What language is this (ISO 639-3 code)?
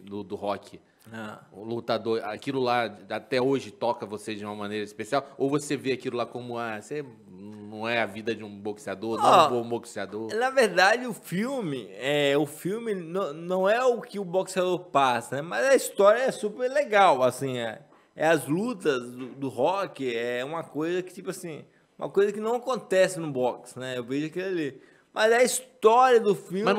por